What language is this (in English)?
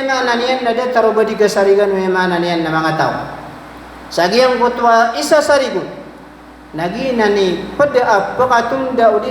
Maranao